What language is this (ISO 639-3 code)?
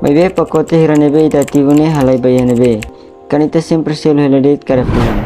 tet